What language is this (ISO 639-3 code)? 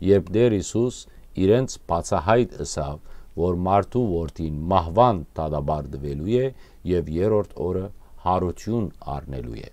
hyw